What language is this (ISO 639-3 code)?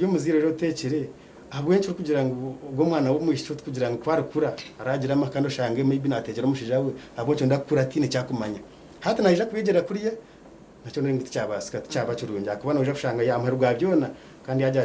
nyn